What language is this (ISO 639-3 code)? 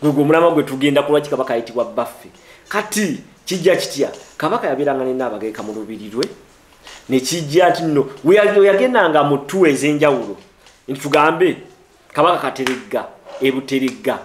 lug